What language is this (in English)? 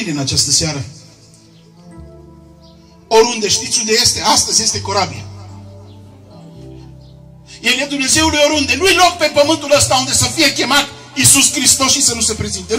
Romanian